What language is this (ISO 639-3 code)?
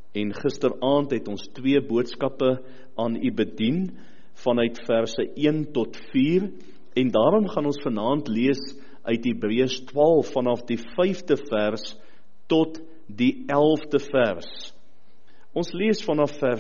afr